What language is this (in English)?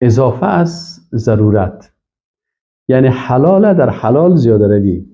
Persian